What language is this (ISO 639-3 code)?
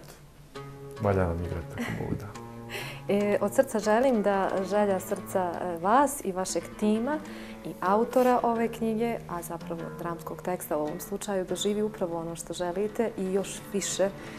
bos